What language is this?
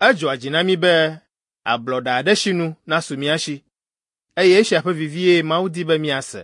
Ewe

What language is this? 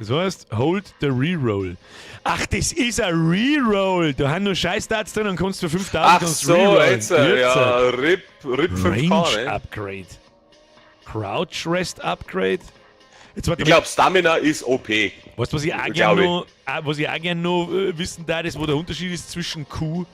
Bavarian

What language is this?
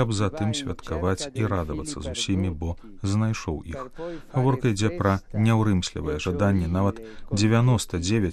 Belarusian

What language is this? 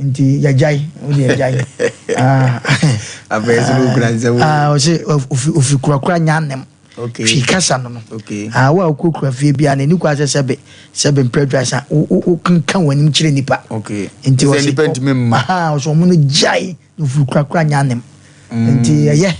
Akan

